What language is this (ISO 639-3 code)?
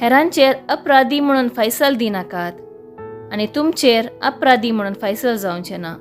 kok